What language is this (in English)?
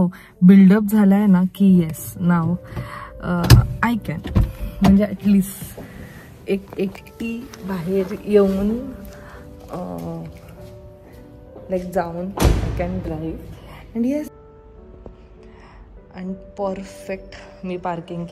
Marathi